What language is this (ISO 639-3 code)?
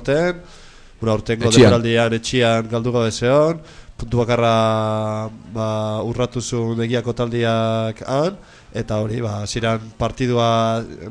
eus